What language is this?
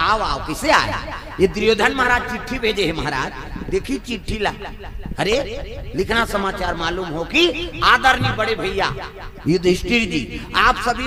Chhattisgarhi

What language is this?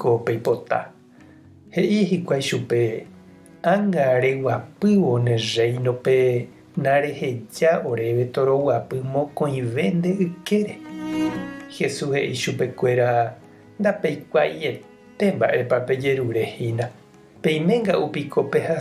Guarani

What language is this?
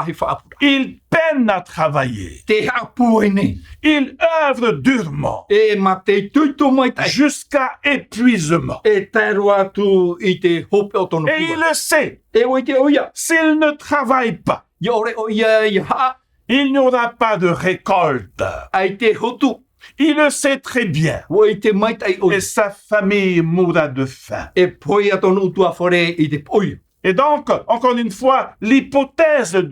Tahitian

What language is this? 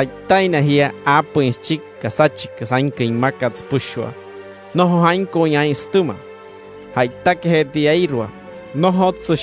Wayuu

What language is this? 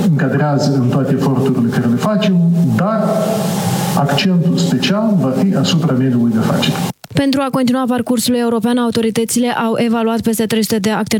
Romanian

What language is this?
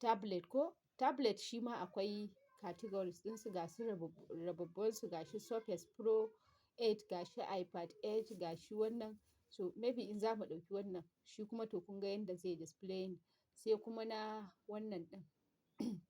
Hausa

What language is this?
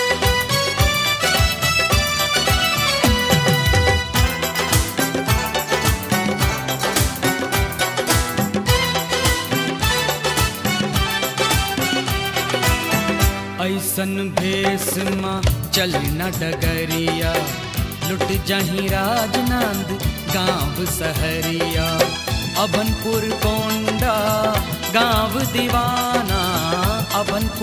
Chhattisgarhi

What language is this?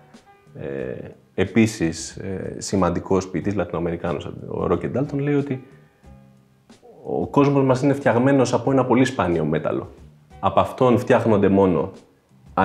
Greek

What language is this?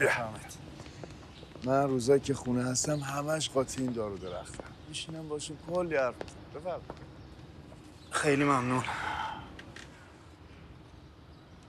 Persian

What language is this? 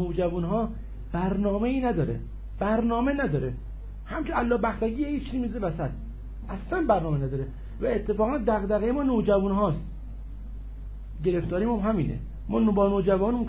Persian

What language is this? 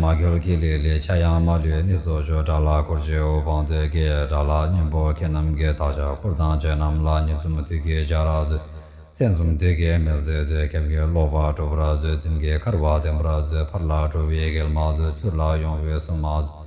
Tibetan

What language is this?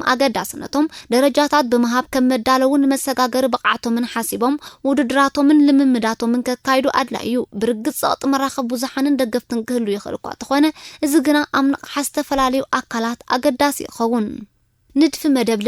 Tigrinya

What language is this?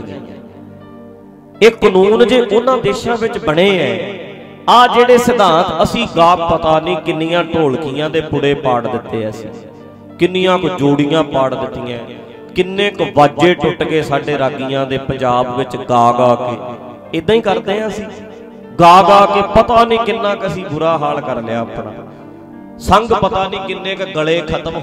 Punjabi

